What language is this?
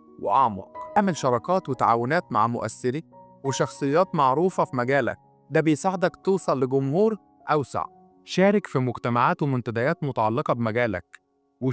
Egyptian Arabic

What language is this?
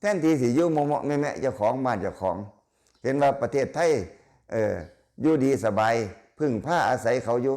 Lao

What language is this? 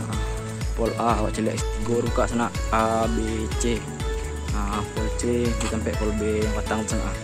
Minangkabau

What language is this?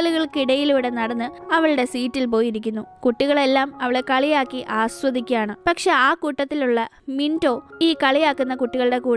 Malayalam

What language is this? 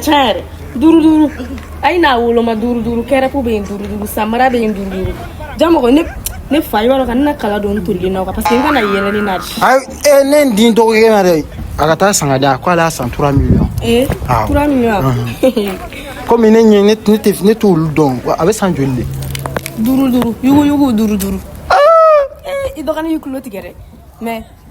Bambara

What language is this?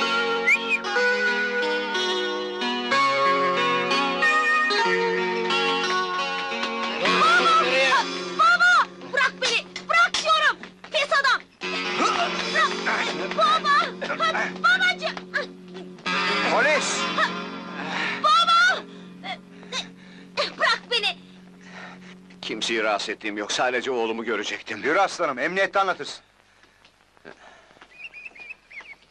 Turkish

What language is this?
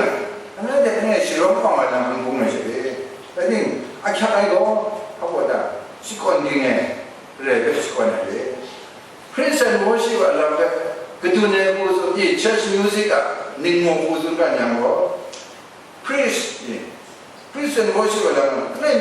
Kachin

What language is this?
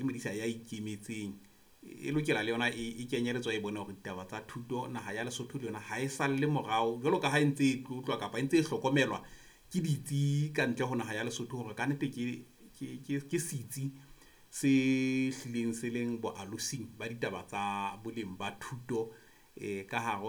Southern Sotho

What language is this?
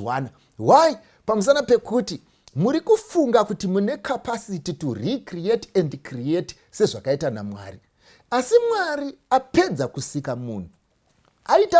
Shona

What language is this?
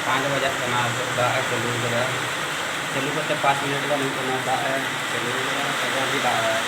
Santali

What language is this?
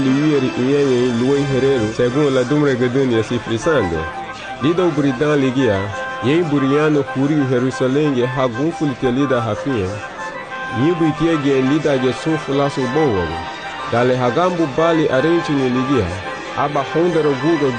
Garifuna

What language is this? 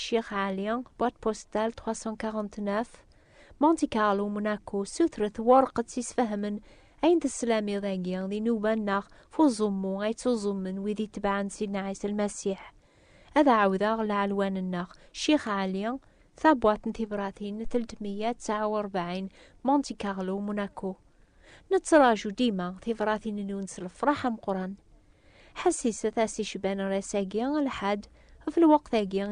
Kabyle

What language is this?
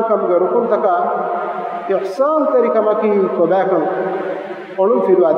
Divehi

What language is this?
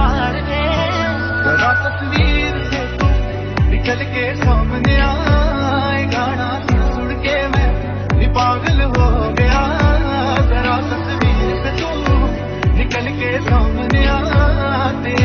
Hindi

